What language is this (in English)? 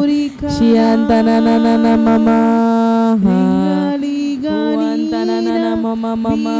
Tem